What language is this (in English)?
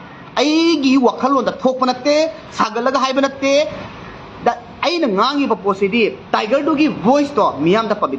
Manipuri